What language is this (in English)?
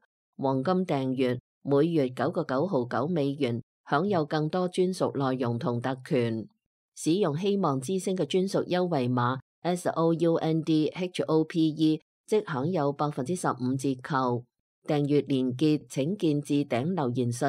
Cantonese